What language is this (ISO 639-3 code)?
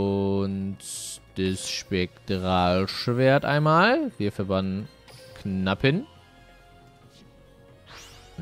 deu